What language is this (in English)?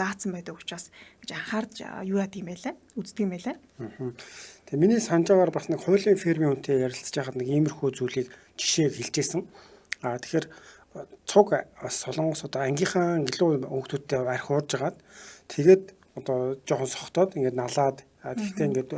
Mongolian